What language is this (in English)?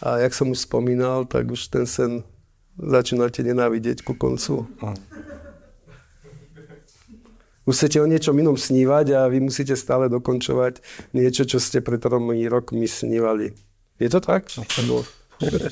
Slovak